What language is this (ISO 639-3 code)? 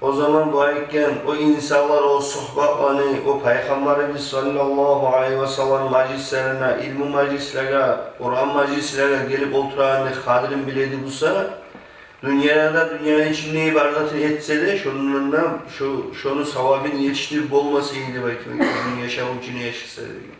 kum